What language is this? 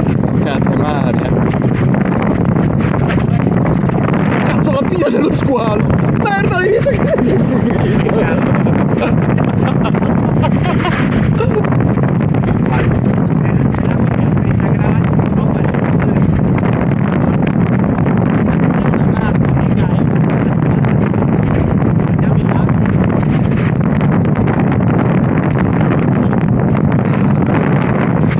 Italian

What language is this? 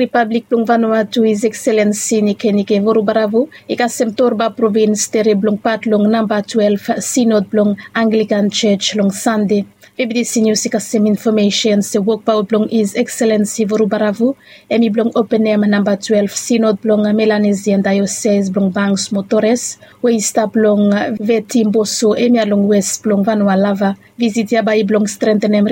Bislama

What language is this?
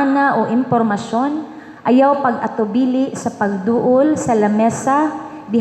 Cebuano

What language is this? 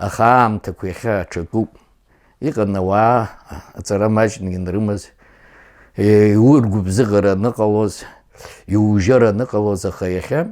Abkhazian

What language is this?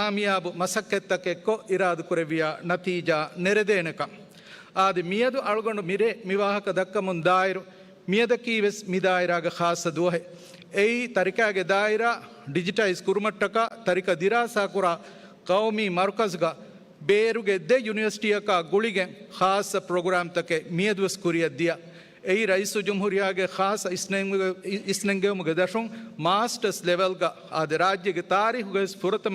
Divehi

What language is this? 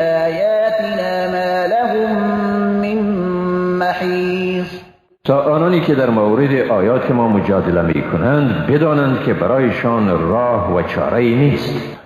Persian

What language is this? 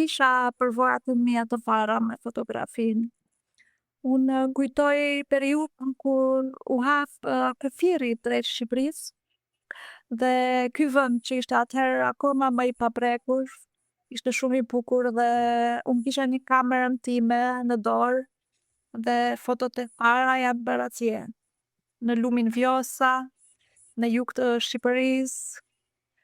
Albanian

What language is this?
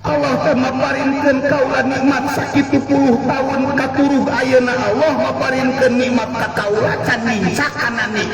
Sundanese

